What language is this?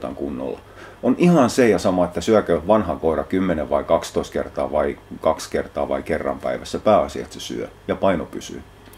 Finnish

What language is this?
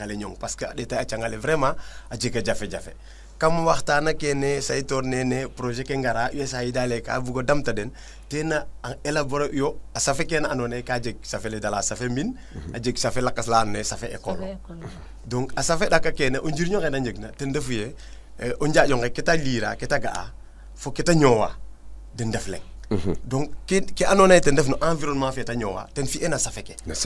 Serer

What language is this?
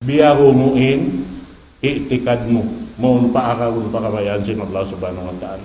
Tausug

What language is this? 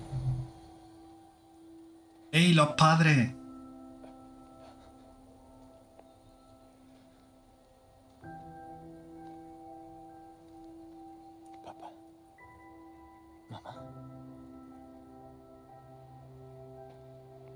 Spanish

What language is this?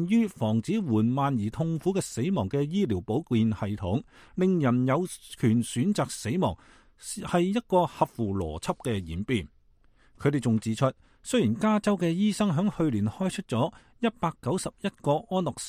Cantonese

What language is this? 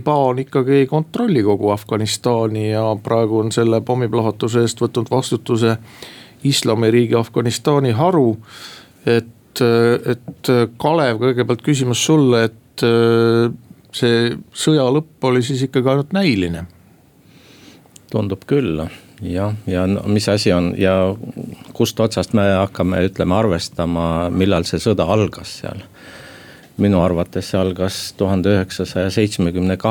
Estonian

